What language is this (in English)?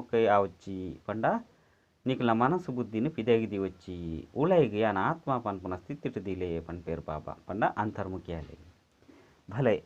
Tulu